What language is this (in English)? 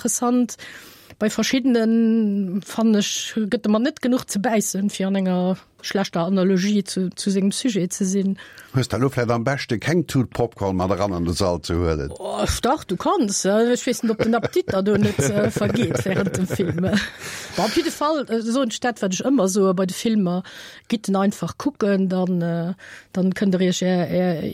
Luxembourgish